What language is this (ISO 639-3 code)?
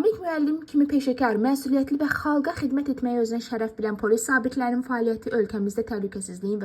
aze